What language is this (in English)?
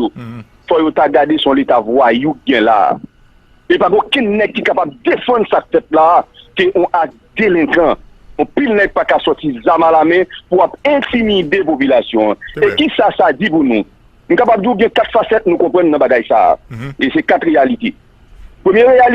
Haitian Creole